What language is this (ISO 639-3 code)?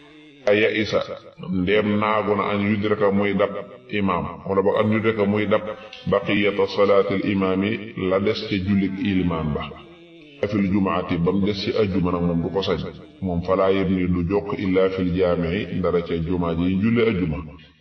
wol